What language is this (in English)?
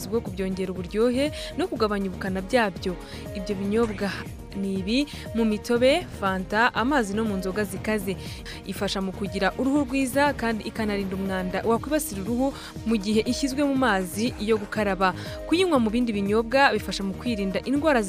Kinyarwanda